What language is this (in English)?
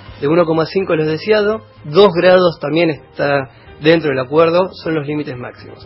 Spanish